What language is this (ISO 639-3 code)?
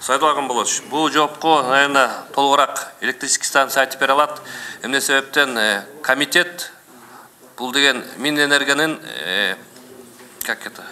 kir